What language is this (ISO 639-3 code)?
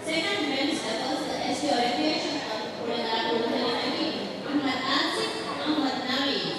div